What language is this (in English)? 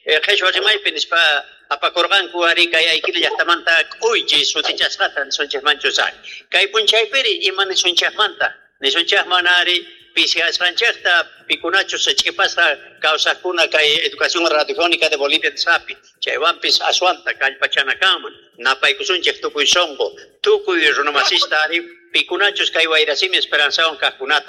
Quechua